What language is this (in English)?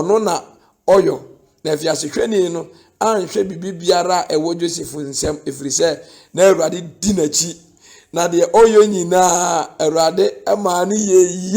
Akan